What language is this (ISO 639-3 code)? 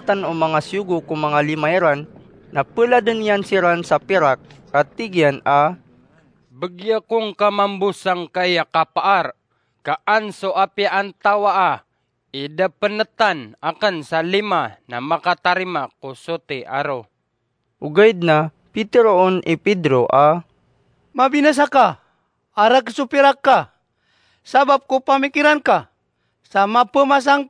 mrw